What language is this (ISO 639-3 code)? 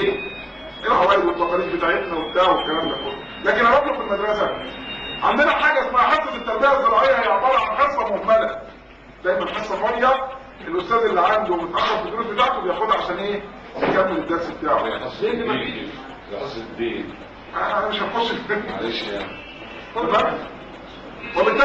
arz